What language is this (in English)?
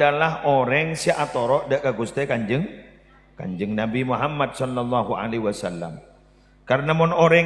Madurese